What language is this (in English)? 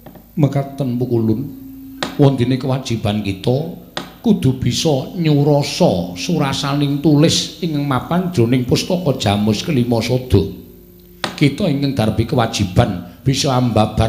Javanese